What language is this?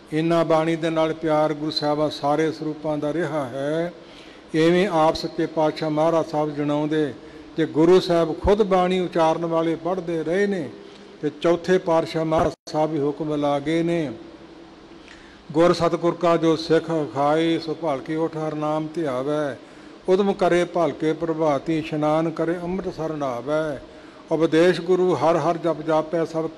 Punjabi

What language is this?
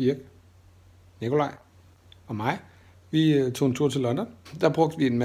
Danish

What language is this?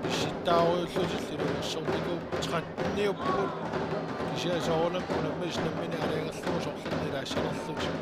Kalaallisut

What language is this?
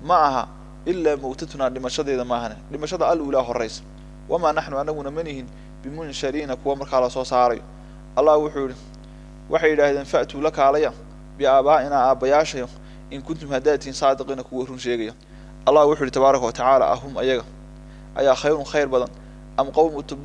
Somali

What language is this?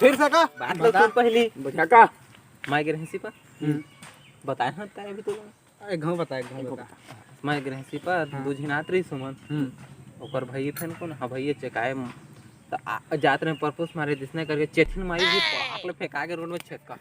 Chhattisgarhi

